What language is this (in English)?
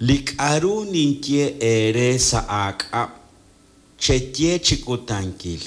Kekchí